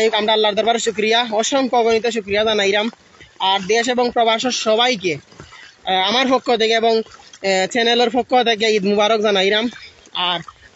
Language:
Sylheti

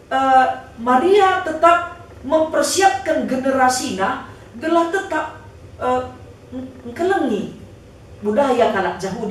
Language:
Batak Karo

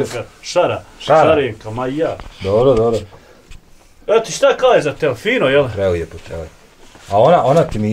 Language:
Bosnian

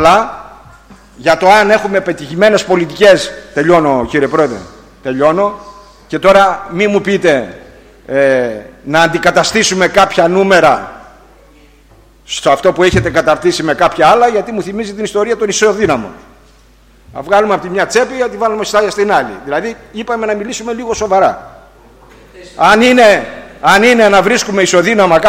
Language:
Greek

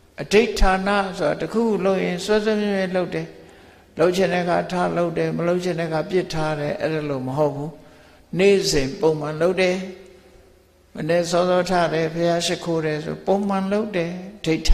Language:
Burmese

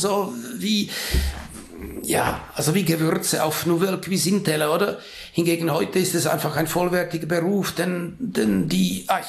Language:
German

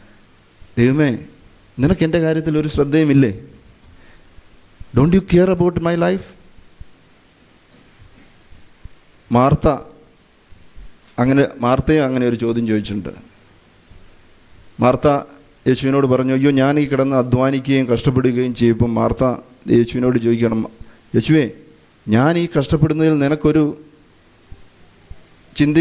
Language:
Malayalam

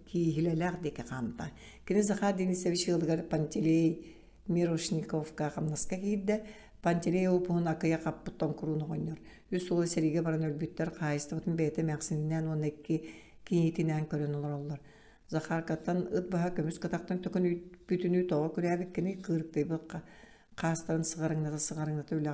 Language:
Yakut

